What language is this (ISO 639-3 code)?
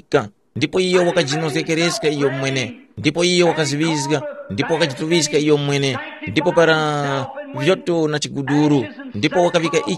tum